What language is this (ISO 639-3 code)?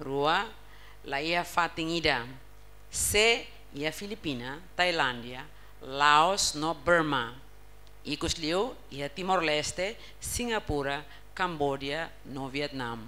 tet